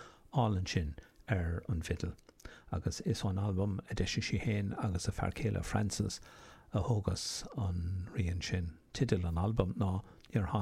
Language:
Irish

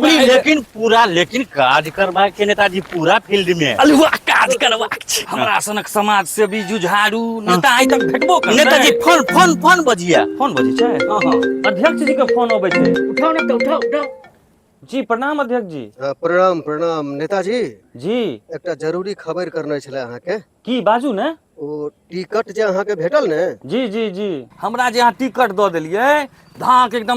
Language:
Maithili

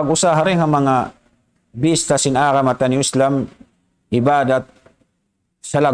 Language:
Tausug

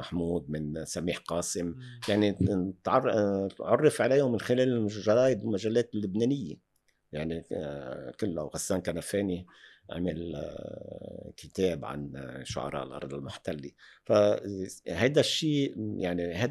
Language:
North Levantine Arabic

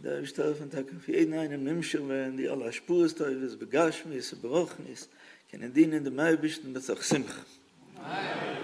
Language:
Yiddish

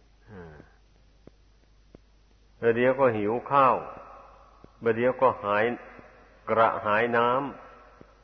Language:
Thai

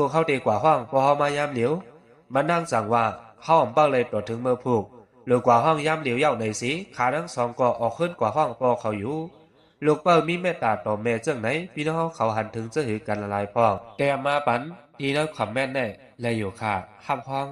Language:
Shan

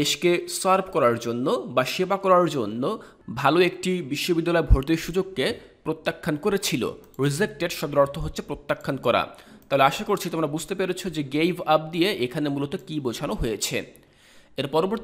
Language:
Bangla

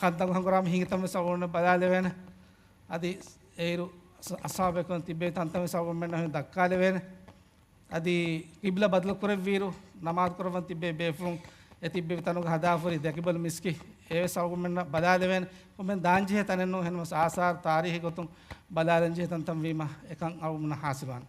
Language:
Divehi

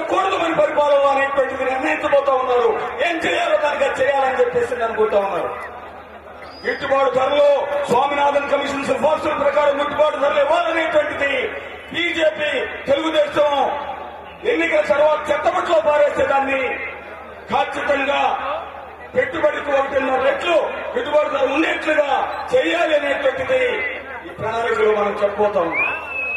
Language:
Telugu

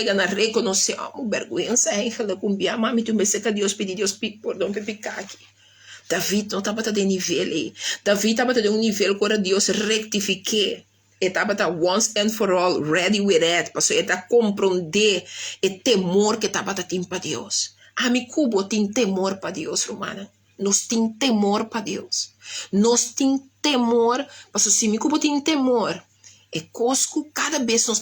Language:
Papiamento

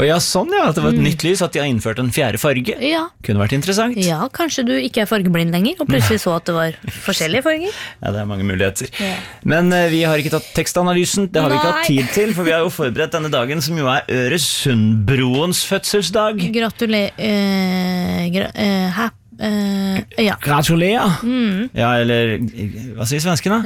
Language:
Norwegian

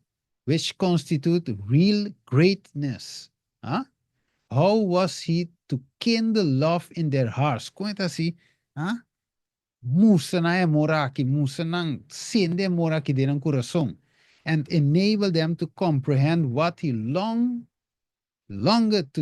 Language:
Papiamento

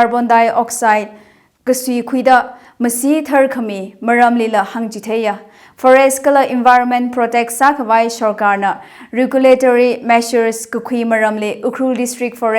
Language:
Tangkhul Naga (India)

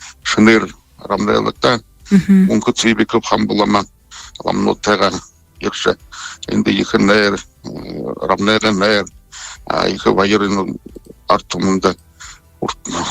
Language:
Buriat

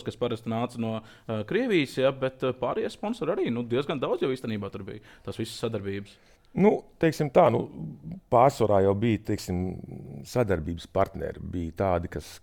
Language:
Latvian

